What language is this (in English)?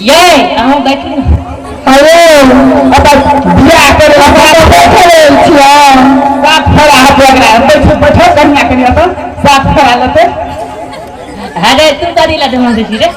Maithili